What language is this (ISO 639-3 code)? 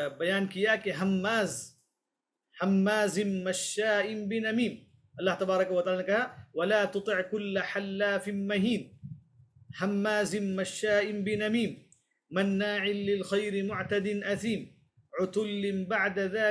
urd